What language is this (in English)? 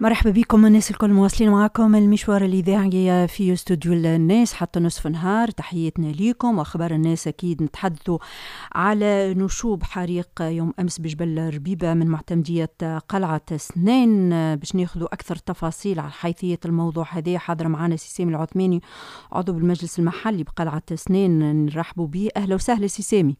Tunisian Arabic